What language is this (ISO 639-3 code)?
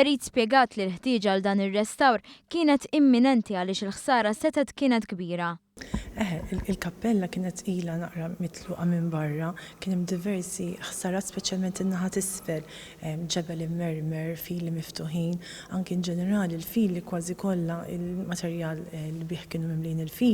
mlt